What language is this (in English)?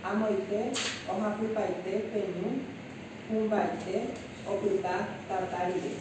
Guarani